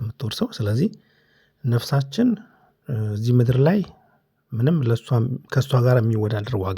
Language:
Amharic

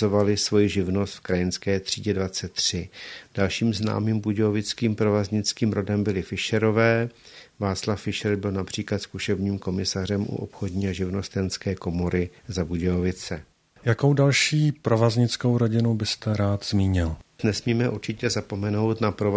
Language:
Czech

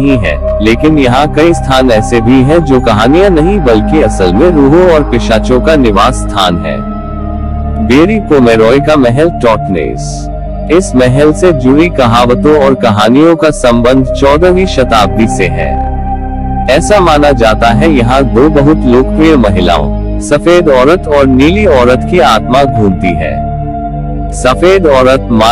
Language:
Hindi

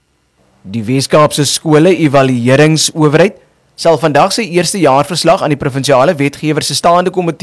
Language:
Afrikaans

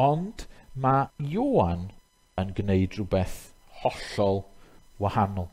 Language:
Welsh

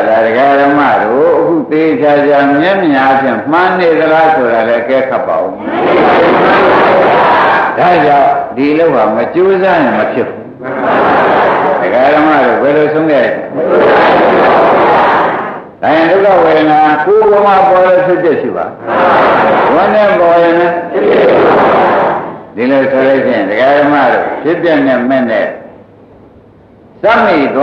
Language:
Burmese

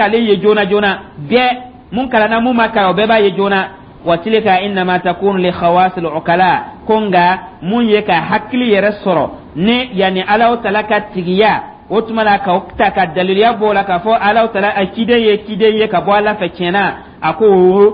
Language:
Dyula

